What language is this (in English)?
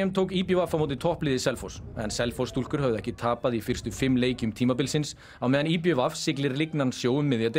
Icelandic